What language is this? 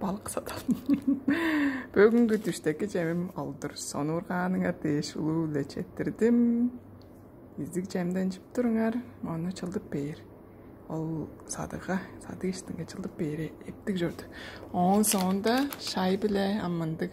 Tuvinian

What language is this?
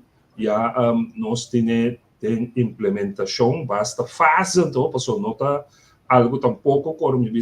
Papiamento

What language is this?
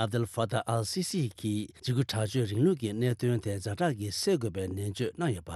Tibetan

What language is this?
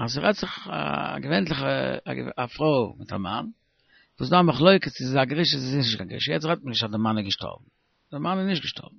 Yiddish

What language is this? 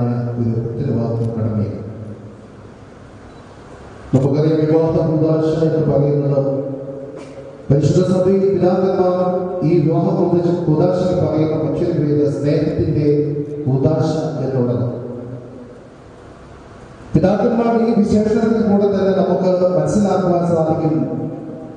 Malayalam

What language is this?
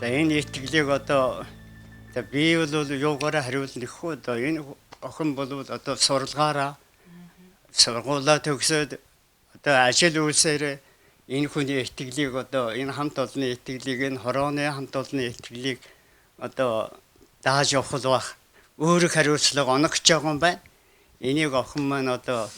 Mongolian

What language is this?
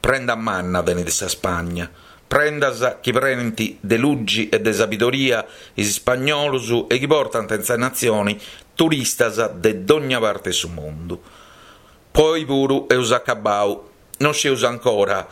Sardinian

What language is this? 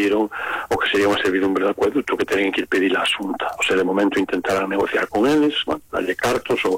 Galician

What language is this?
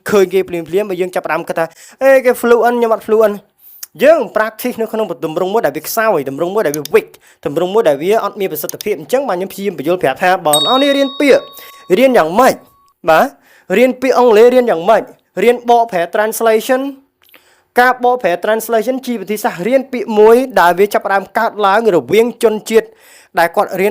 Khmer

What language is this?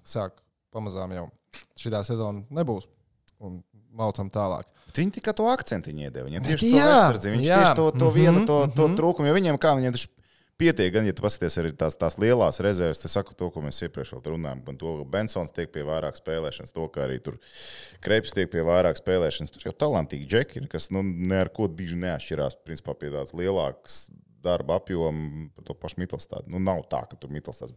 Latvian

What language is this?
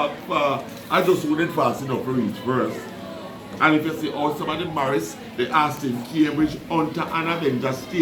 Jamaican Creole English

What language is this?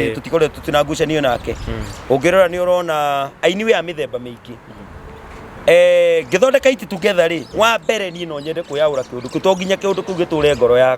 Kikuyu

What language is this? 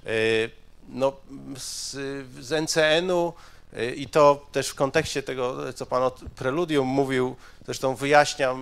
Polish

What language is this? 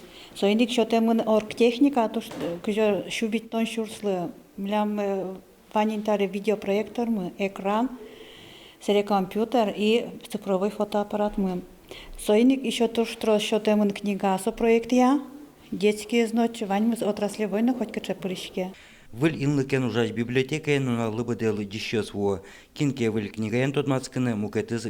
Udmurt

